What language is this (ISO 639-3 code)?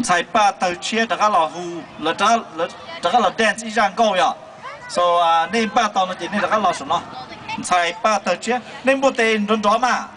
hmn